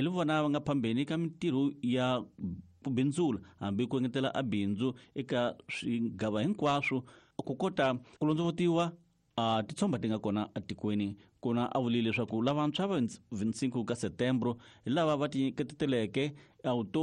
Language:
Tsonga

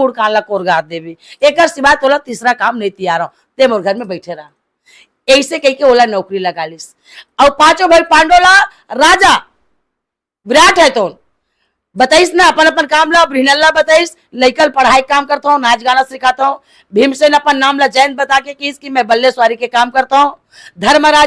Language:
Chhattisgarhi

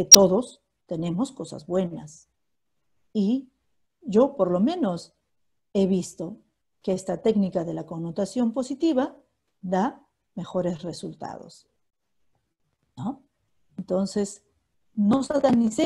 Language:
Spanish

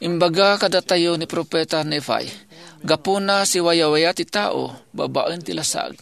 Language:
Iloko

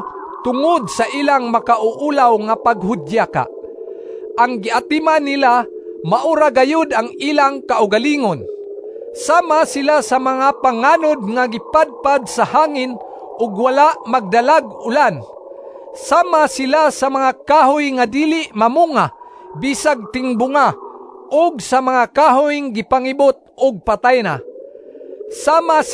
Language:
Cebuano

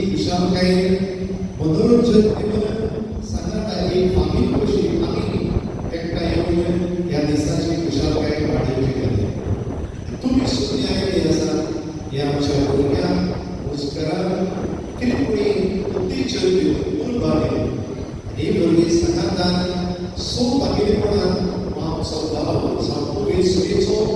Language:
Konkani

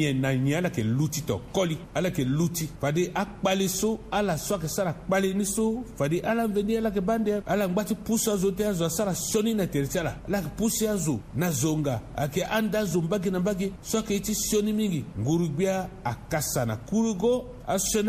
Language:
Sango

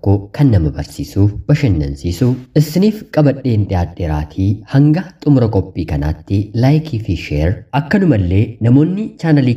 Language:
Oromo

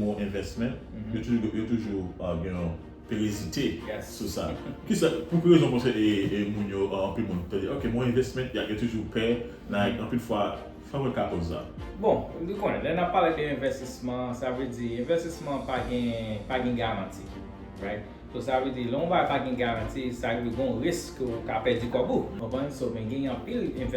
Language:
Haitian Creole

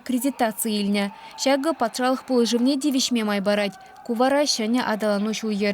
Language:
Chuvash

